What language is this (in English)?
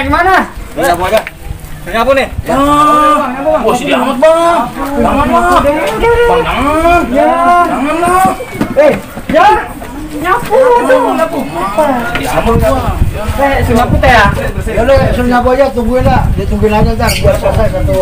Betawi